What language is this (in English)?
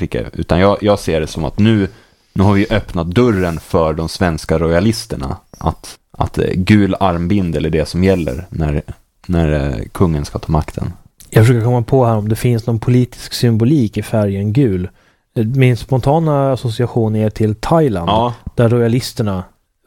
Swedish